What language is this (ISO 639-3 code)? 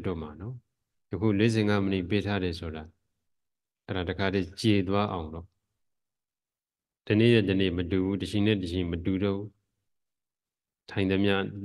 mya